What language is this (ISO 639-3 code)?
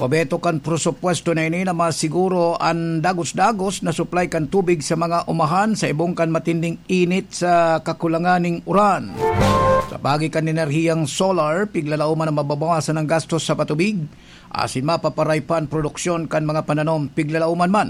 bik